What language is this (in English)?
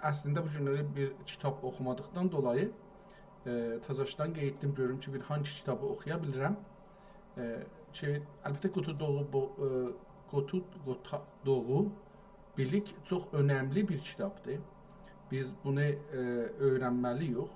South Azerbaijani